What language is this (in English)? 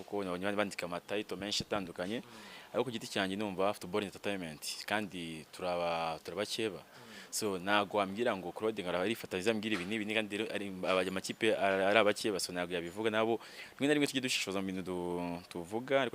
Kinyarwanda